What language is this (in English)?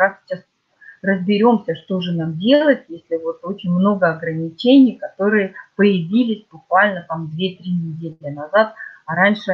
Russian